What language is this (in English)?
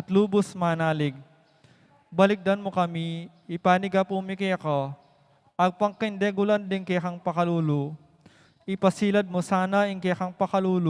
Pampanga